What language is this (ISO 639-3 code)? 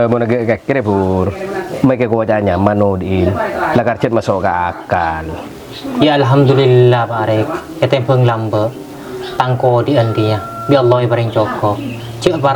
mad